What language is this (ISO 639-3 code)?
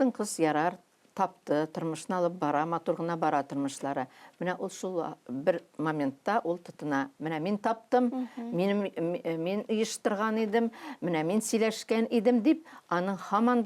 tat